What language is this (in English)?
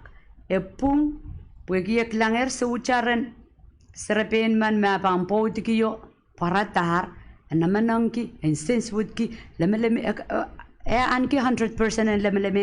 Pohnpeian